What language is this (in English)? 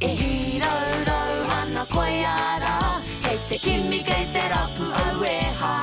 Māori